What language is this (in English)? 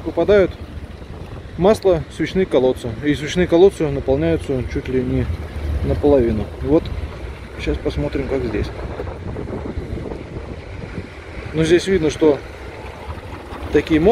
Russian